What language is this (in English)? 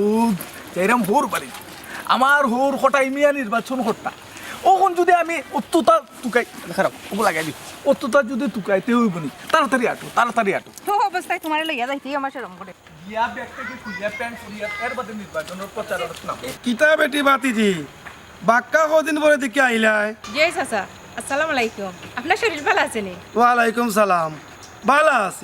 Sylheti